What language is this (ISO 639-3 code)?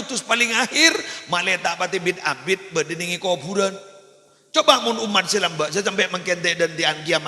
mad